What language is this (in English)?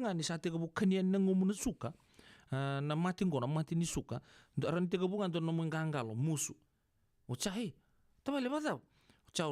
Fijian